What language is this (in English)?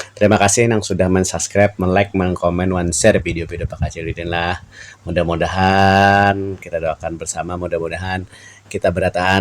Banjar